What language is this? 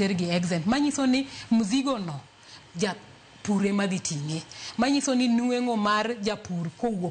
Luo (Kenya and Tanzania)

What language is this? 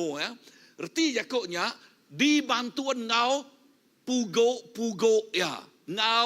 Iban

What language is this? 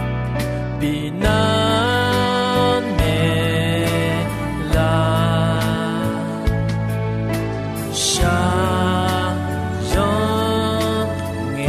Akha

